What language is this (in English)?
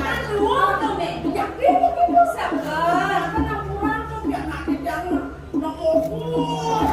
Balinese